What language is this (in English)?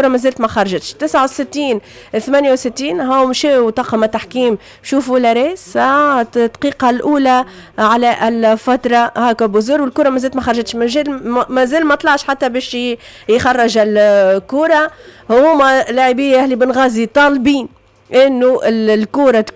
Tunisian Arabic